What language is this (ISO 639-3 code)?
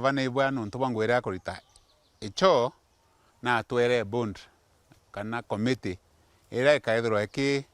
mer